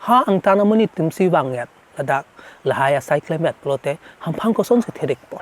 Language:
Karbi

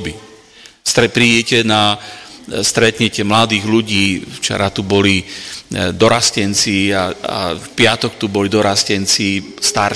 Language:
Slovak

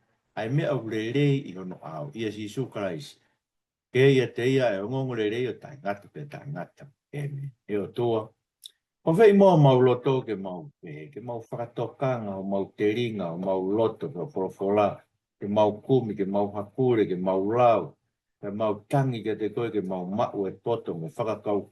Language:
Tongan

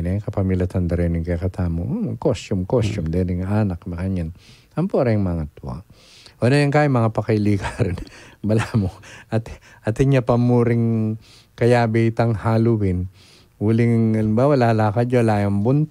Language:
Pampanga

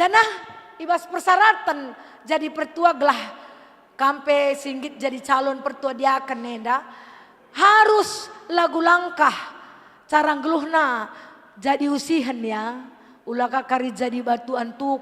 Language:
Batak Karo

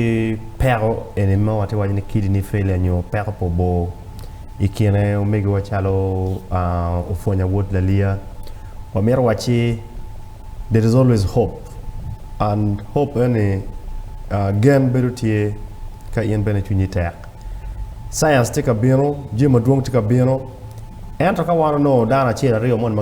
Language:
Acoli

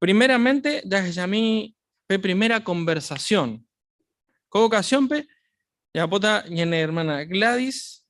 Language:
Guarani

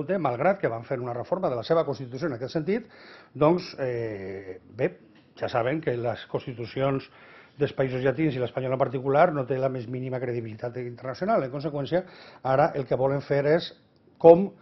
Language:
Catalan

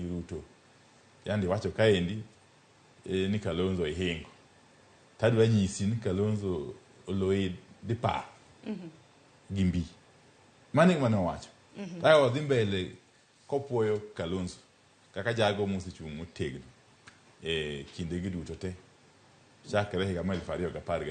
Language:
Luo (Kenya and Tanzania)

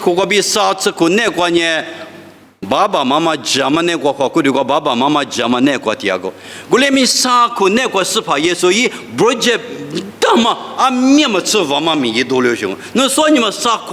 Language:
Lisu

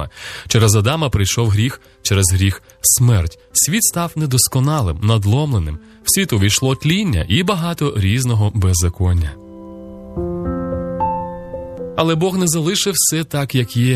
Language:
Ukrainian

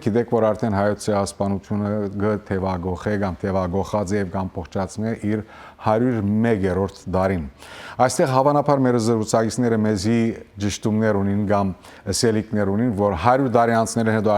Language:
Western Armenian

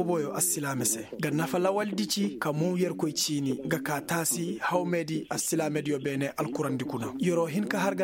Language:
Koyraboro Senni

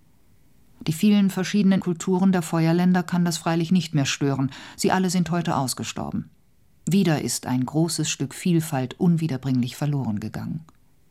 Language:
German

